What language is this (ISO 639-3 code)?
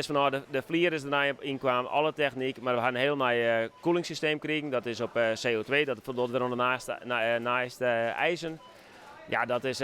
fry